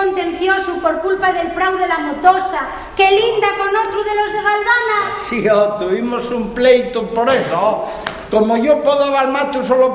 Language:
Asturian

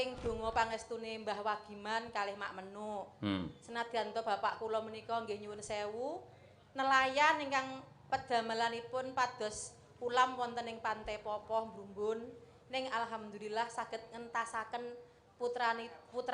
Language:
Javanese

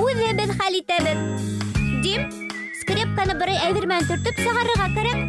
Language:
Bashkir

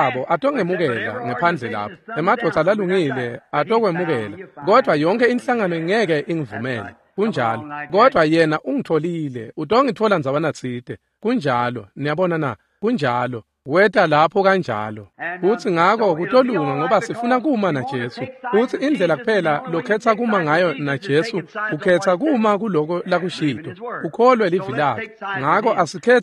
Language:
Swati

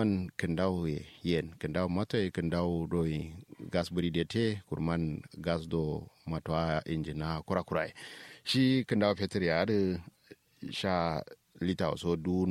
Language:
Kanuri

